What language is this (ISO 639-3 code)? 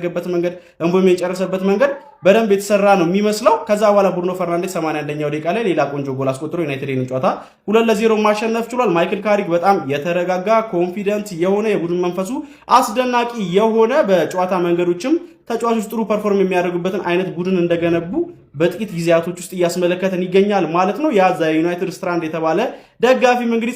amh